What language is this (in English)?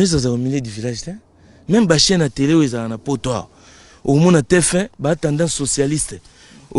Lingala